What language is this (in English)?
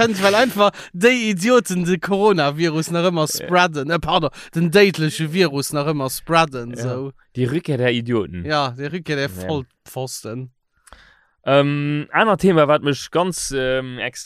Luxembourgish